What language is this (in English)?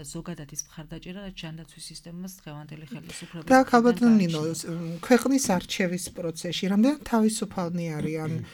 Georgian